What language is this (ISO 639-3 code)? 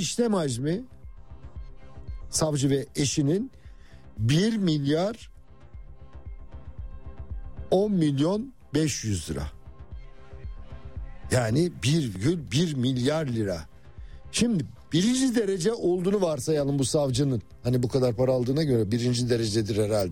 tur